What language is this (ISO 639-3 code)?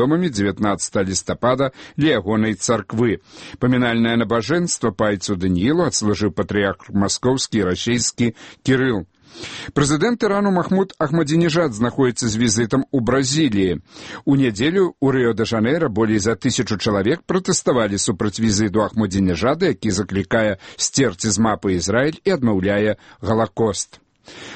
bel